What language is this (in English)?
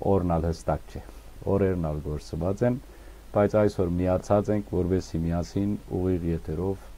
Western Armenian